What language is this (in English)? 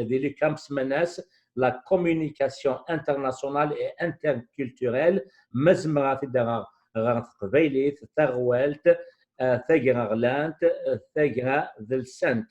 Kabyle